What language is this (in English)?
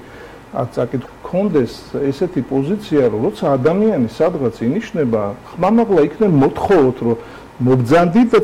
Georgian